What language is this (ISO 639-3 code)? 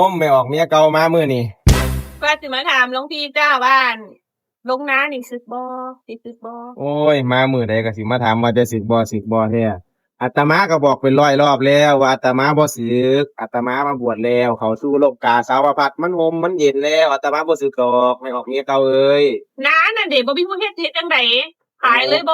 tts